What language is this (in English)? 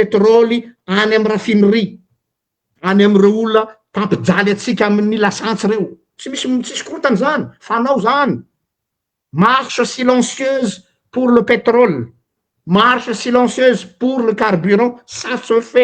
Malagasy